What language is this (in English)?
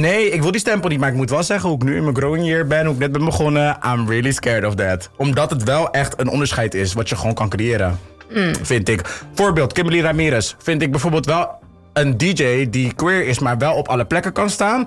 Dutch